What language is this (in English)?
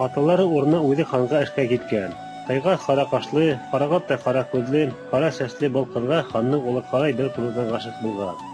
Bashkir